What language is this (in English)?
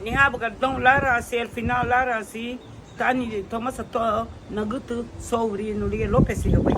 Garifuna